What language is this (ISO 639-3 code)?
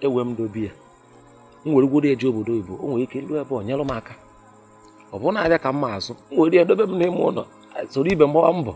ibo